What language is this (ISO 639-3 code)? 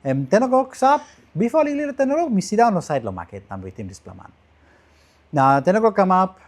tpi